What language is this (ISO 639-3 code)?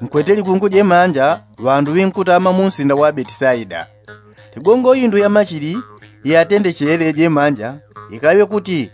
yao